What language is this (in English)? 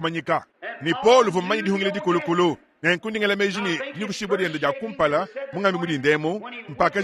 Luba-Lulua